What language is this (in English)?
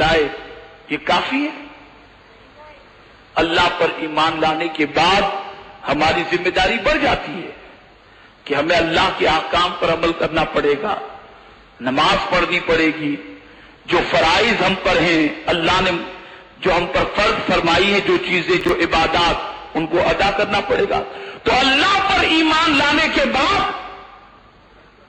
Urdu